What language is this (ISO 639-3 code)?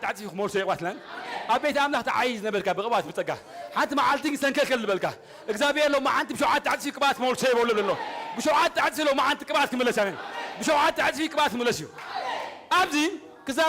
tir